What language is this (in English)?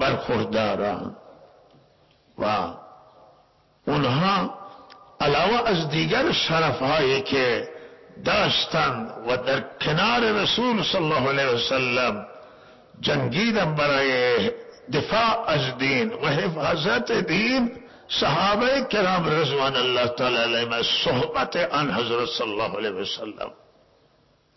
Persian